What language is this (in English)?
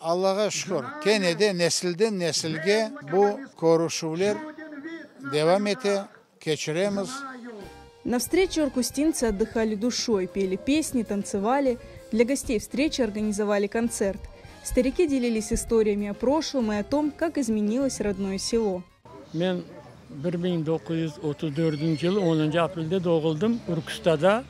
Crimean Tatar